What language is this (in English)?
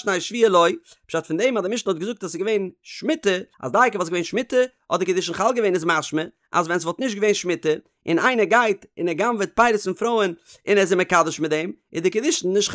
Yiddish